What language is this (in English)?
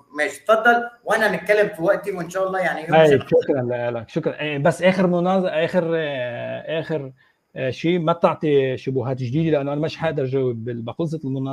Egyptian Arabic